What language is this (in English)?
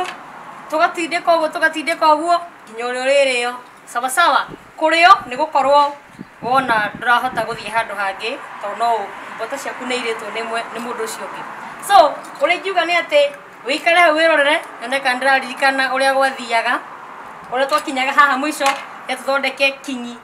Kikuyu